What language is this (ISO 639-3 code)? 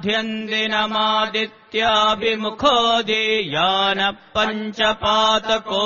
san